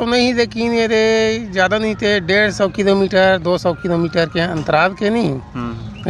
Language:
Chhattisgarhi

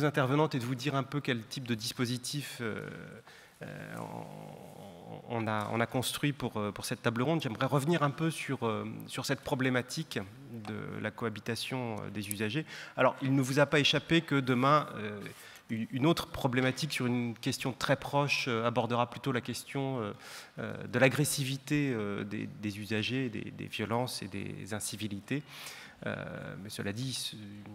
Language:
French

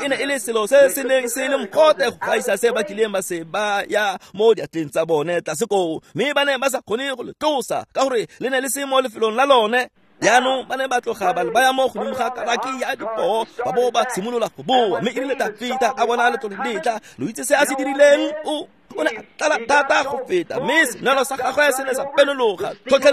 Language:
Tswana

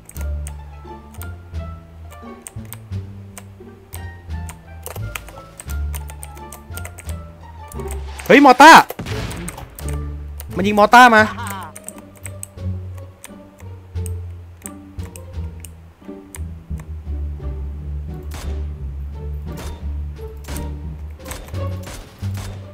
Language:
Thai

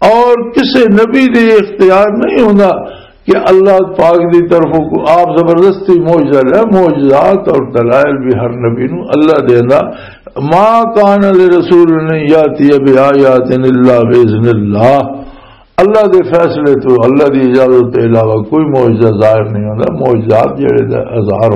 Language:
Western Panjabi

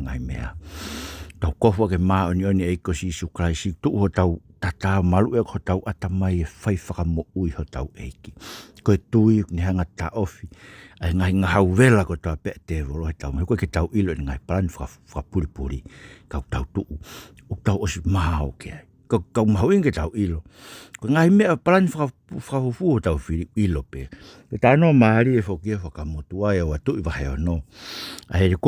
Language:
Tongan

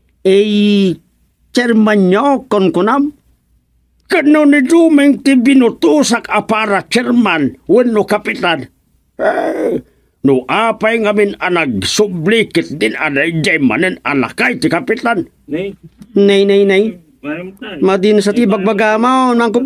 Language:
Iloko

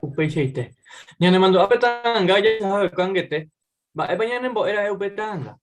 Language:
Guarani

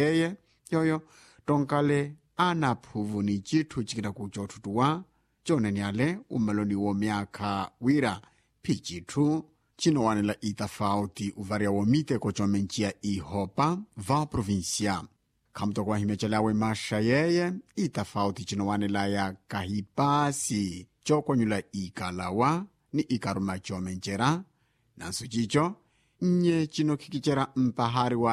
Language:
Makhuwa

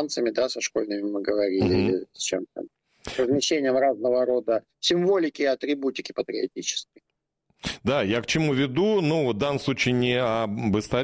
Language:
Russian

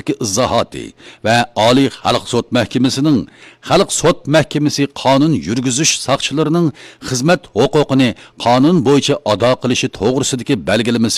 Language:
Uyghur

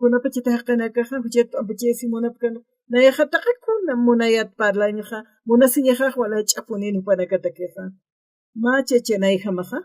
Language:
Aymara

